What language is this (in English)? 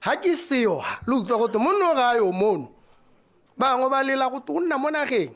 Tswana